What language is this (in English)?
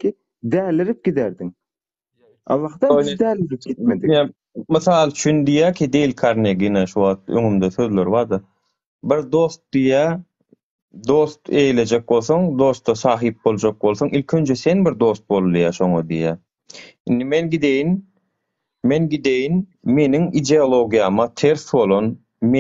Turkmen